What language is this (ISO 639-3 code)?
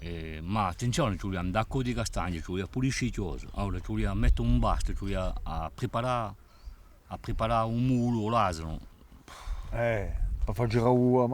cos